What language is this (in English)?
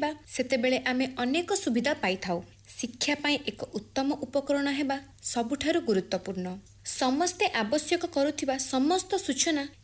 Odia